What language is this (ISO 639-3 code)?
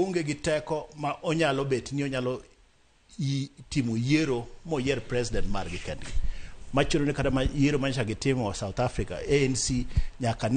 luo